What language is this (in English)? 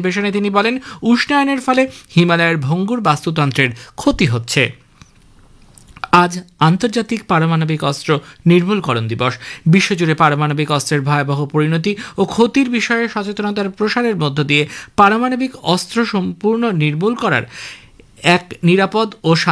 Bangla